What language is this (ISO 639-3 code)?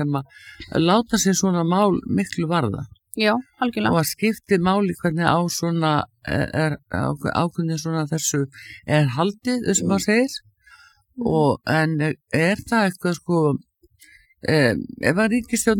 isl